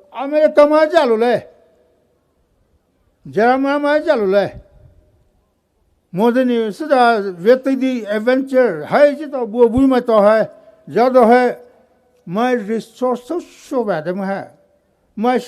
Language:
Poumei Naga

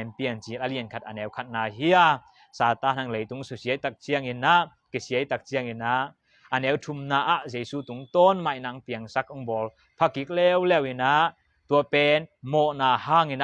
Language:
Tedim Chin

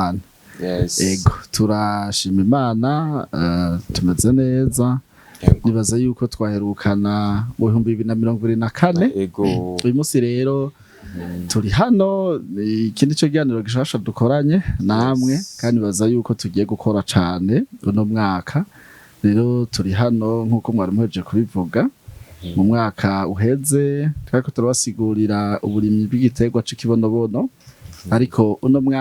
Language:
Rundi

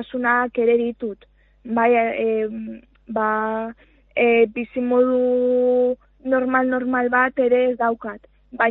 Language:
Basque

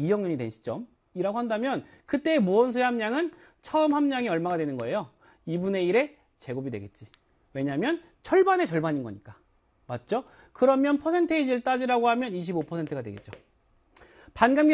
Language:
Korean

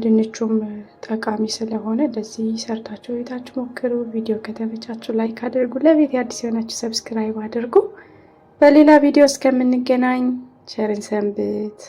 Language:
Amharic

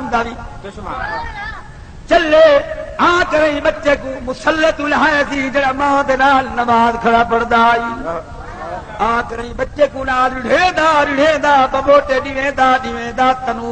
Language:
Saraiki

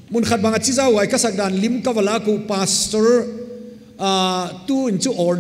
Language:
Paite Chin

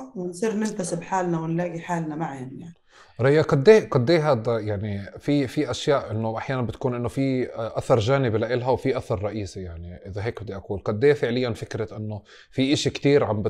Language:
North Levantine Arabic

